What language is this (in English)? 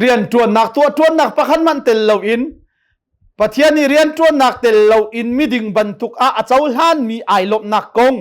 Hakha Chin